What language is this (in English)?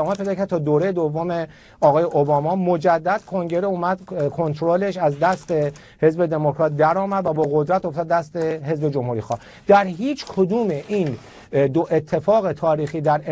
Persian